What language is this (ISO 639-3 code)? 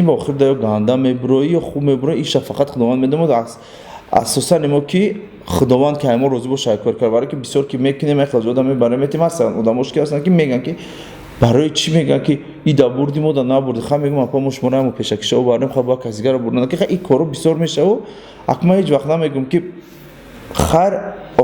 tgk